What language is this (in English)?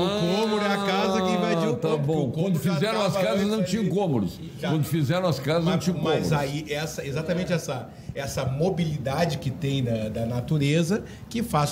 Portuguese